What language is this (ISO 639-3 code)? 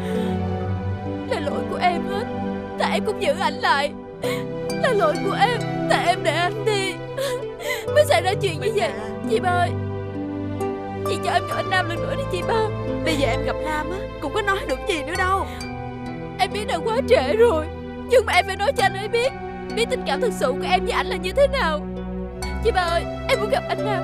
vie